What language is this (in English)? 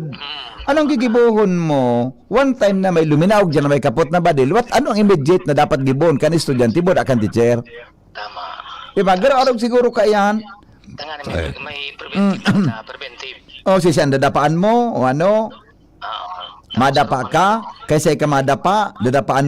Bikol